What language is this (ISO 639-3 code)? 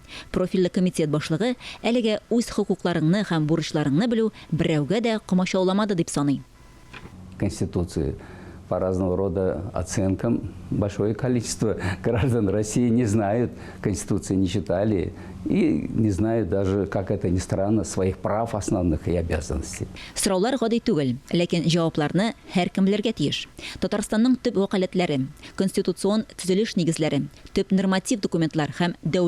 tat